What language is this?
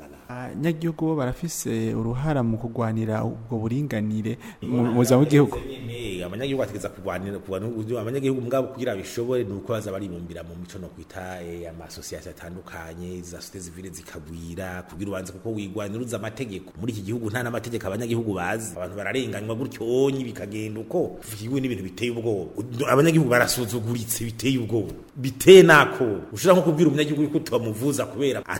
Rundi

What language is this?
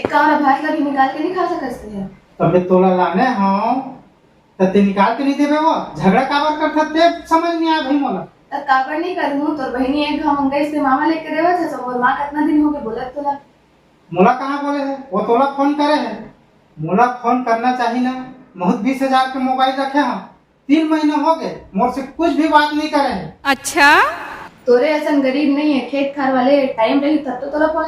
Chhattisgarhi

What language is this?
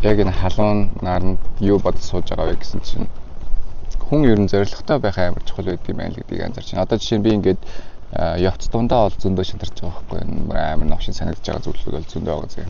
Mongolian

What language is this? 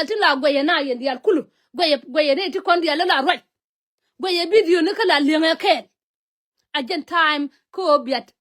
Nuer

